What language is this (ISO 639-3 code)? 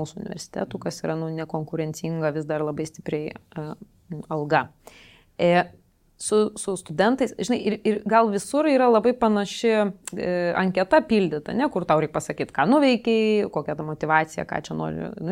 lit